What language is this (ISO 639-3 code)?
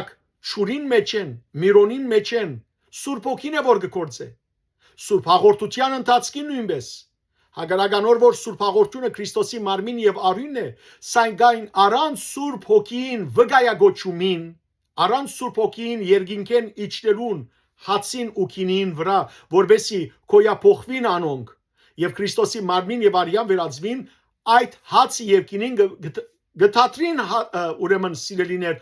hyw